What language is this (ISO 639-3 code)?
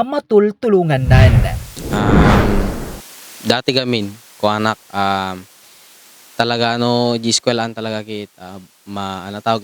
ilo